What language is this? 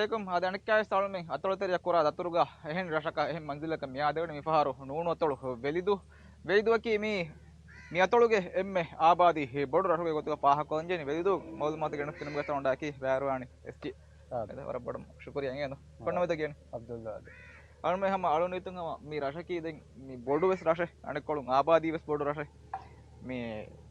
Divehi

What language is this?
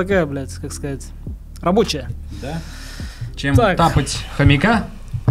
Russian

